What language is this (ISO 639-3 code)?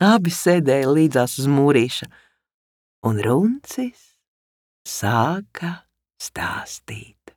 lav